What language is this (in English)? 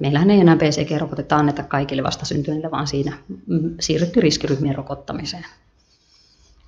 Finnish